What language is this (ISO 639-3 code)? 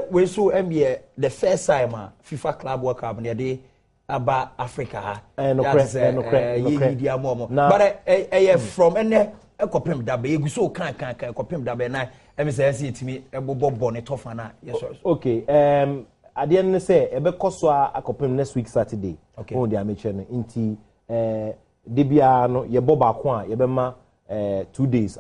aka